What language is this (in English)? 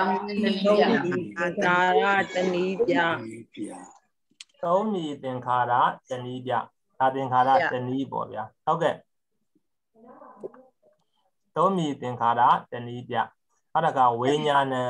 Burmese